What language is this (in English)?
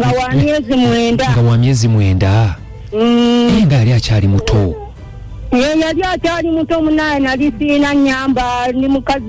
Ganda